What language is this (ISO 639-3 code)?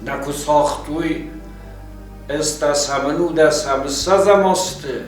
oss